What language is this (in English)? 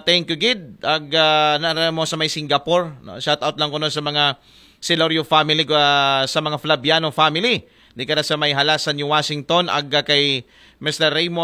Aklanon